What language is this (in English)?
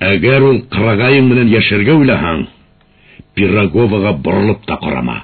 Bashkir